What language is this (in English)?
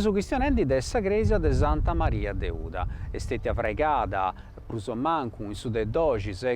Sardinian